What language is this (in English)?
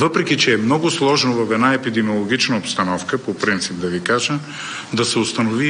Bulgarian